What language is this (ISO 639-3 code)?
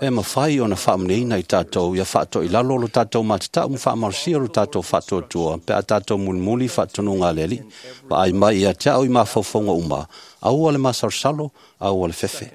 smo